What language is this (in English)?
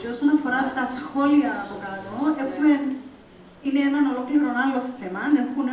Greek